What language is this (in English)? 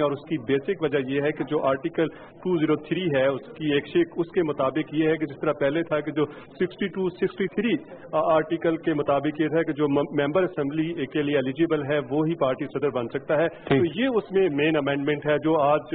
Urdu